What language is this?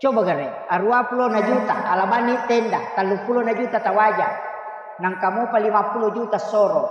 Buginese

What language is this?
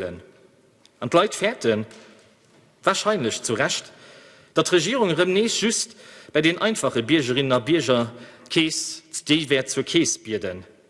Luxembourgish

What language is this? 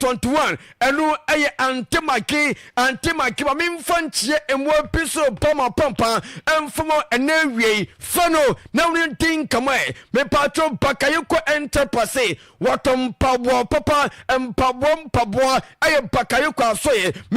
Akan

